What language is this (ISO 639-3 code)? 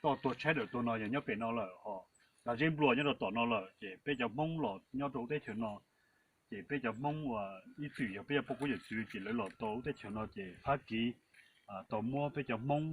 hmn